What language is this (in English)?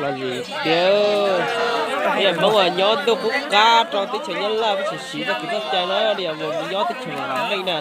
Hmong